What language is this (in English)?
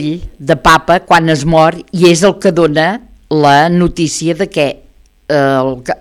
Catalan